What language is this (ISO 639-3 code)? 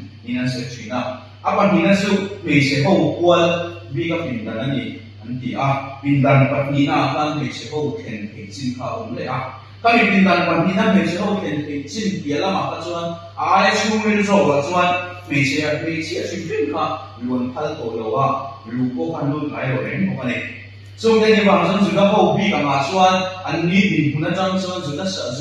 lus